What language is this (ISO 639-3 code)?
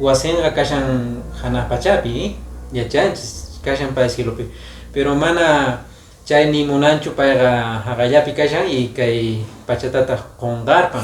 que